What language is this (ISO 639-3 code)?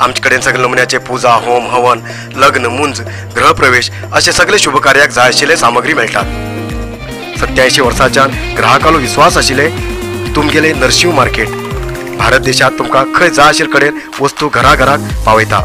kok